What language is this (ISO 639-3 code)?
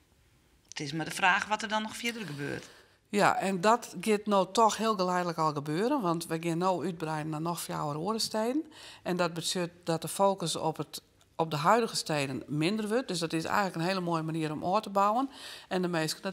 fry